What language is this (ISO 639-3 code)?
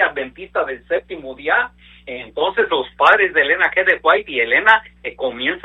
spa